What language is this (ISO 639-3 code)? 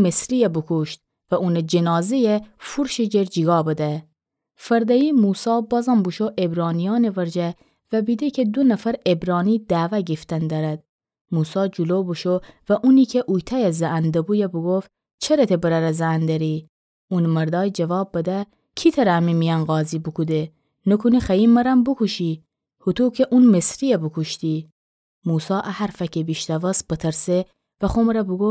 glk